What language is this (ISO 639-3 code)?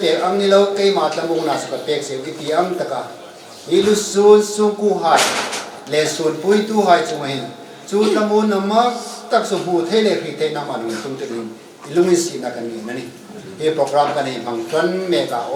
hmr